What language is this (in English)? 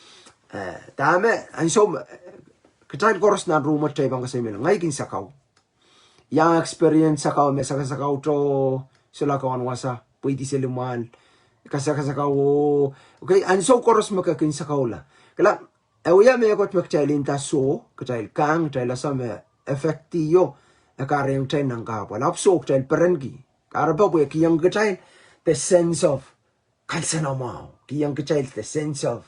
Pohnpeian